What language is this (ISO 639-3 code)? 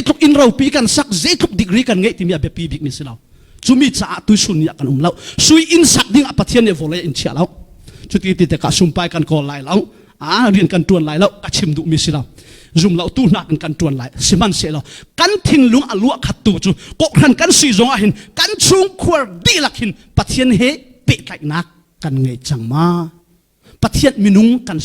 cfm